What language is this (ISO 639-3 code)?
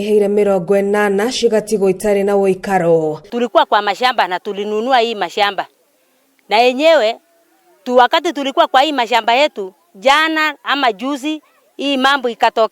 kik